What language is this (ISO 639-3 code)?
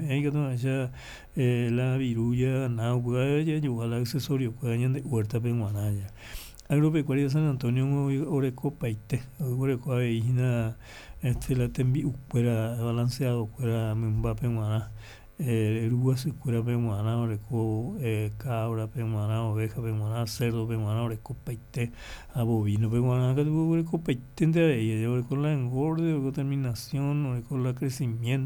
grn